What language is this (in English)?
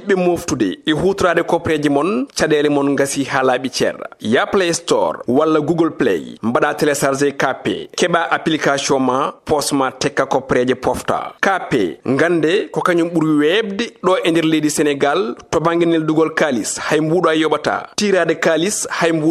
Fula